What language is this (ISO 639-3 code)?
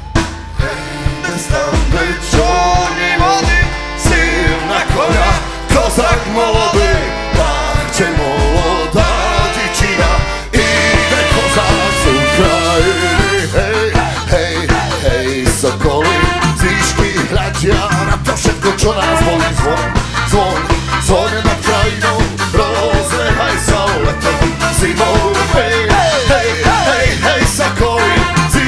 slk